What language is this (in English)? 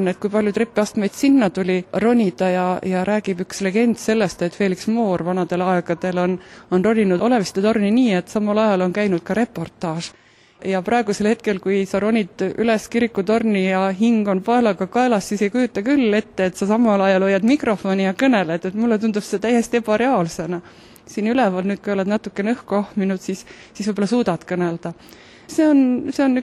Estonian